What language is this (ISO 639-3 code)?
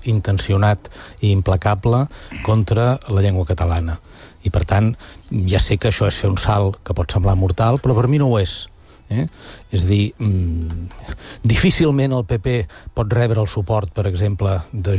cat